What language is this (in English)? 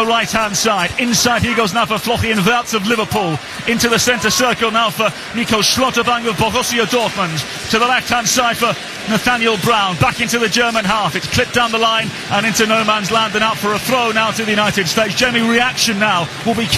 English